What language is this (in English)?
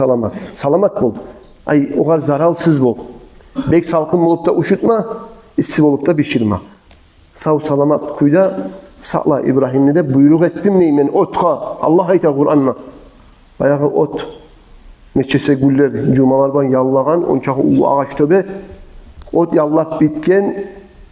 Kumyk